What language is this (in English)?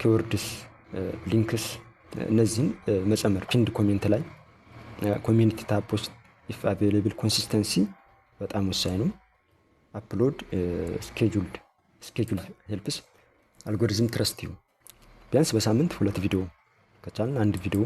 Amharic